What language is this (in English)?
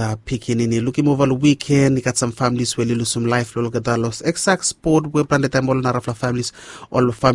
Bislama